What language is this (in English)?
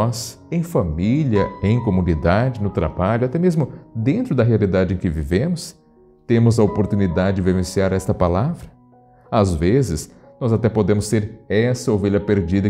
Portuguese